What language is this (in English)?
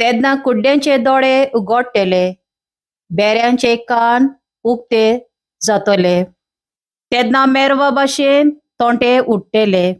Konkani